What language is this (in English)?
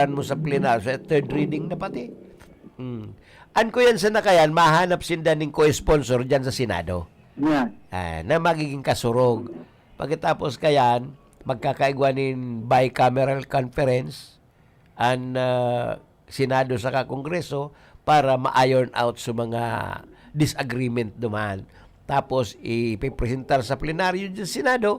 Bikol